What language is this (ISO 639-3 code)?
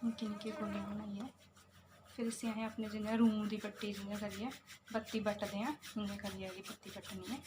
doi